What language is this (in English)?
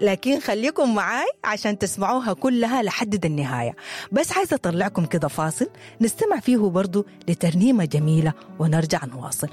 Sudanese Arabic